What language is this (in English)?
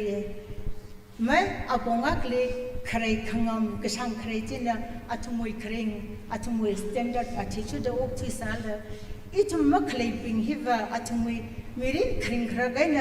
Tangkhul Naga (India)